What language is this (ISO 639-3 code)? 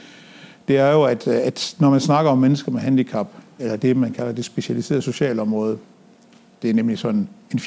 dan